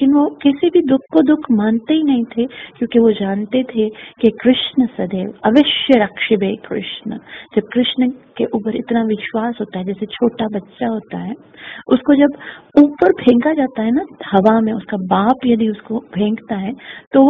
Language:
Hindi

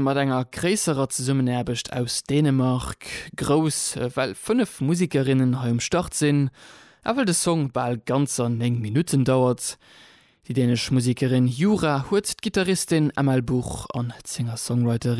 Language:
Luxembourgish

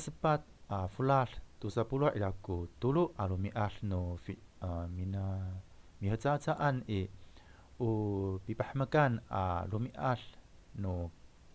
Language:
Amis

